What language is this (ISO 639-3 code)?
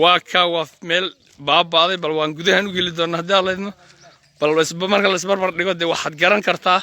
som